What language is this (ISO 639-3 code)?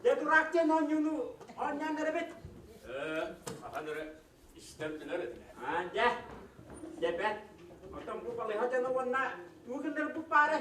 sah